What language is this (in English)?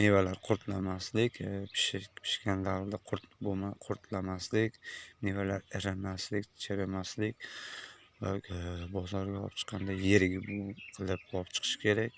Uzbek